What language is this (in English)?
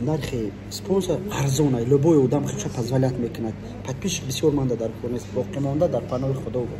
Tajik